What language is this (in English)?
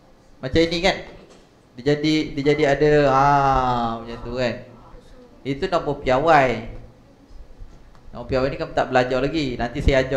Malay